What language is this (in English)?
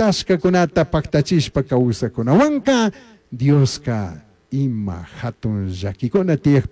Chimborazo Highland Quichua